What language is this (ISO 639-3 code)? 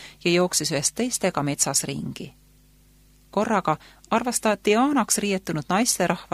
est